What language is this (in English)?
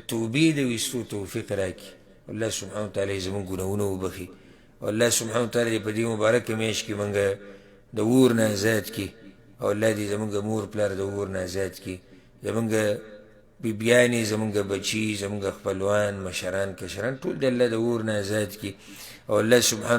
Pashto